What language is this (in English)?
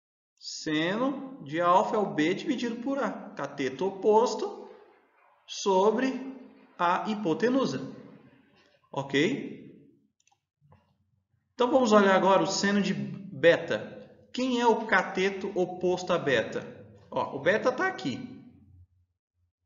Portuguese